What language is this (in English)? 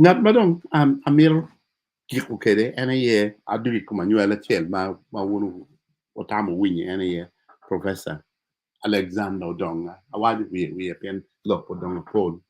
Acoli